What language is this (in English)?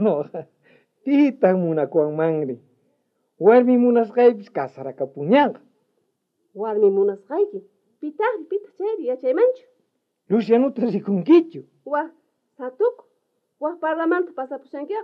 South Bolivian Quechua